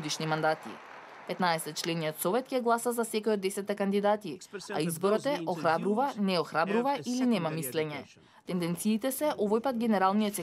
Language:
Macedonian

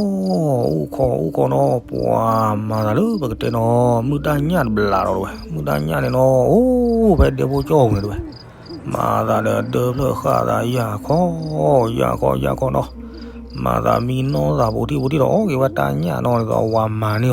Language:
S'gaw Karen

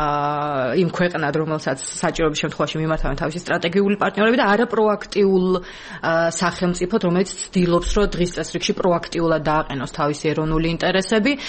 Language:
Georgian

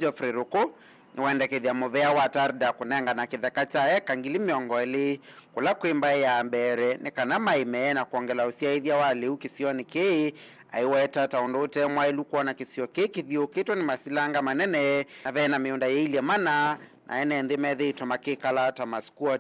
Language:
Kamba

